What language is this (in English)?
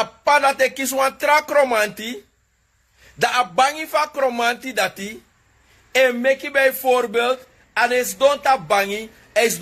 Sranan Tongo